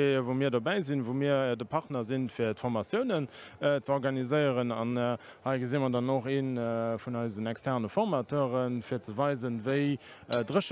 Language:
Luxembourgish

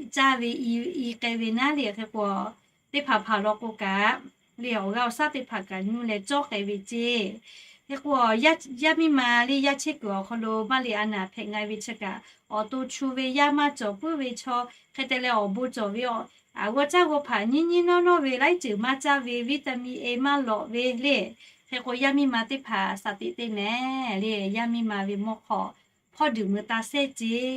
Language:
Lahu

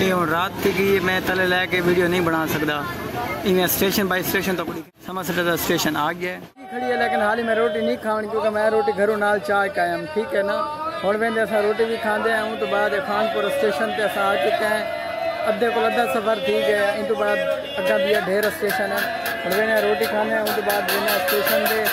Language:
Saraiki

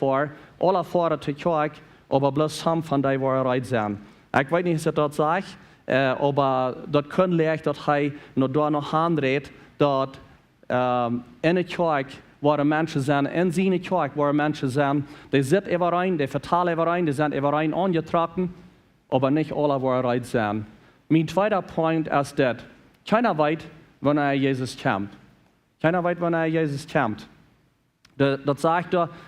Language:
Plautdietsch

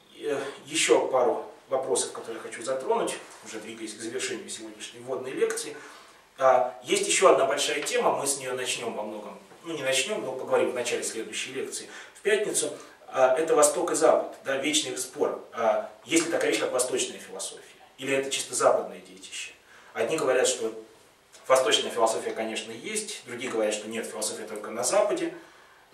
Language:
Russian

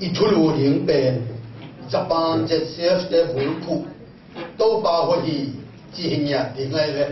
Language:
Tedim Chin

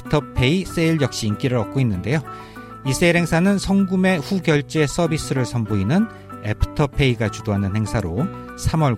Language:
Korean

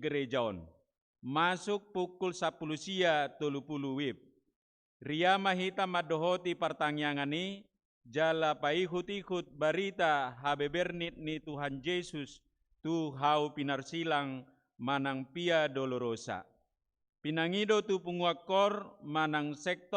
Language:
Batak Toba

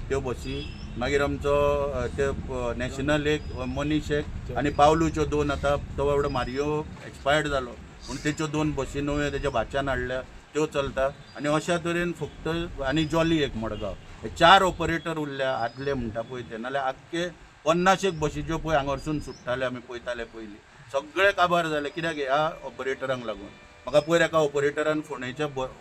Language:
Konkani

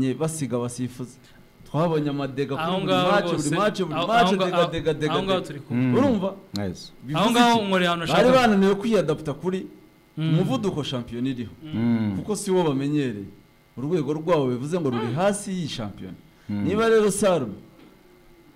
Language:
Kinyarwanda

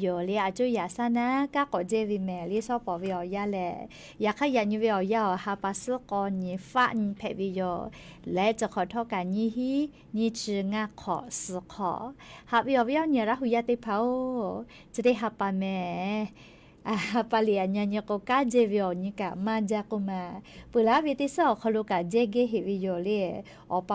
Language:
Lahu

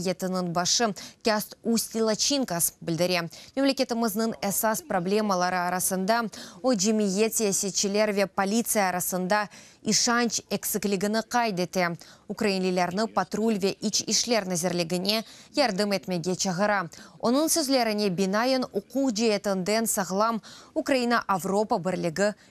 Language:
Crimean Tatar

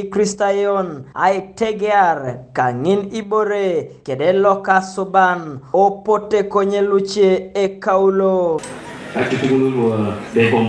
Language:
Teso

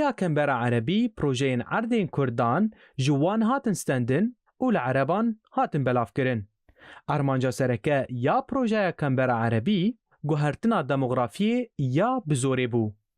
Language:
Kurdish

